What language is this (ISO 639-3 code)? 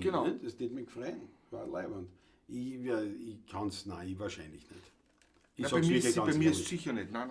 bar